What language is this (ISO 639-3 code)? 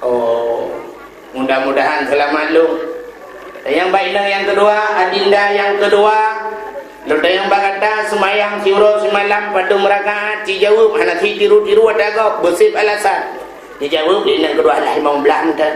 ace